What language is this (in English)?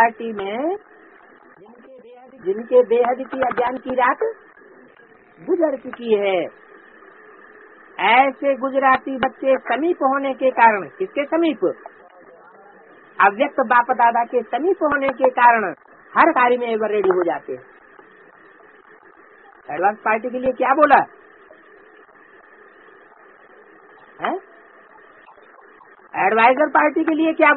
Hindi